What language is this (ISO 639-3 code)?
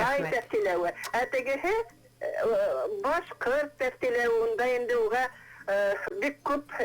bak